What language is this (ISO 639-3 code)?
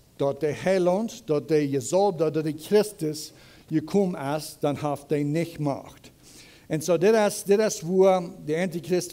pdt